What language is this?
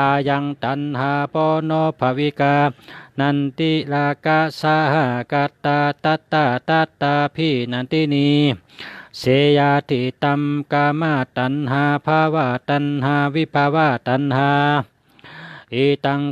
Shan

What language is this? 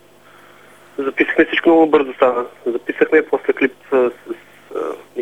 Bulgarian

